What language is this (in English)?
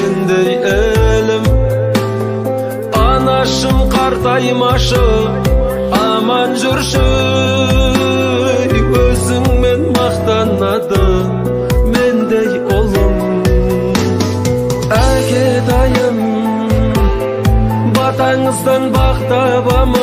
Kazakh